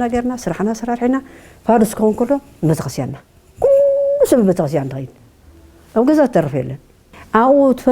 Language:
Tigrinya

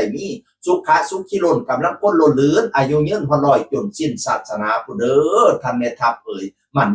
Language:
Northeastern Thai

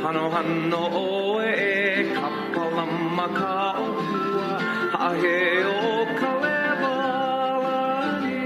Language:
Hawaiian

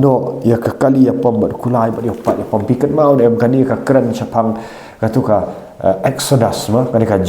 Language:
Khasi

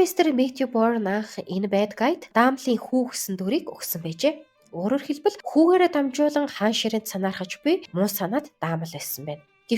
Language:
Mongolian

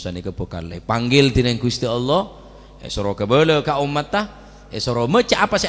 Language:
Madurese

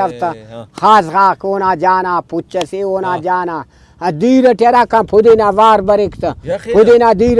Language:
Brahui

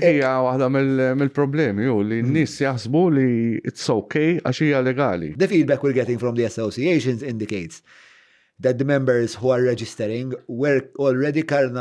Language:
Maltese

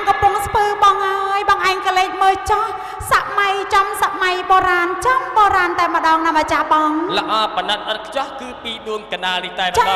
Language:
Khmer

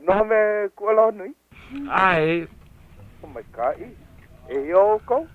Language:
Hawaiian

